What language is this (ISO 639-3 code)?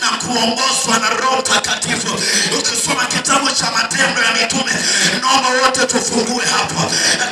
swa